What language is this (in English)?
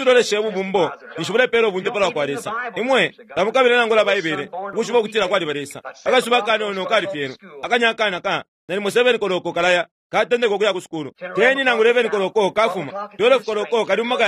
Bemba